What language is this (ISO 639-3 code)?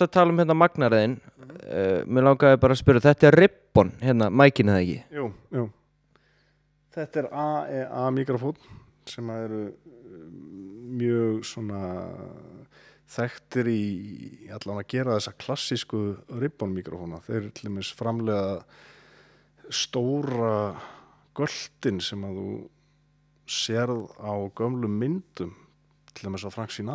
isl